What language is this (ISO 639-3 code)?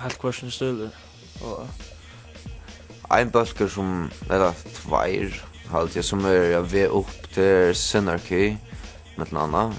fao